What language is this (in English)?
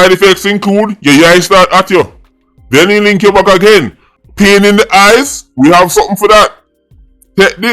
Jamaican Creole English